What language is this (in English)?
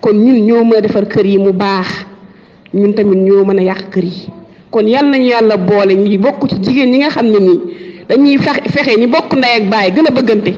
Wolof